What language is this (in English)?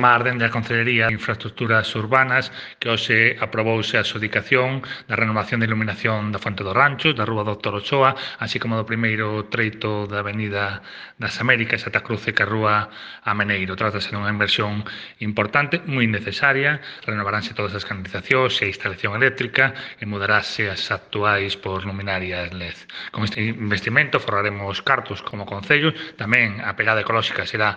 Galician